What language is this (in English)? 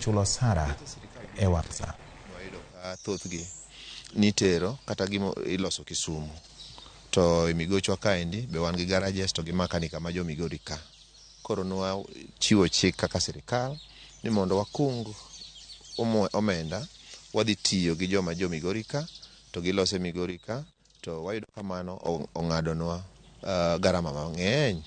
Luo (Kenya and Tanzania)